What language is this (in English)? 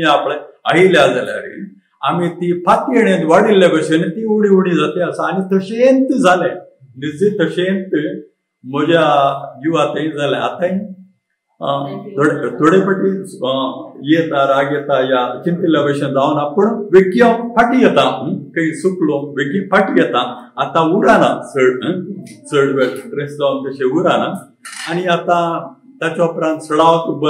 Konkani